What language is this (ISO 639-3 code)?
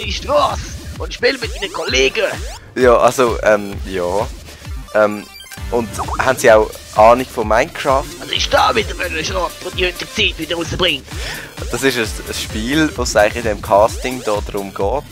gsw